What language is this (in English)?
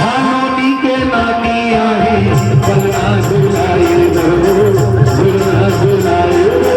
Chhattisgarhi